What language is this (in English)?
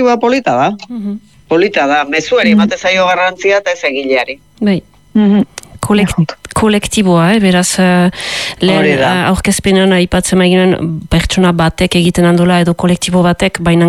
Basque